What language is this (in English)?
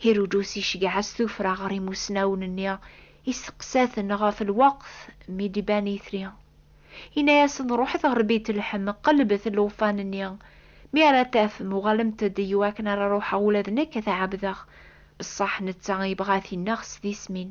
Kabyle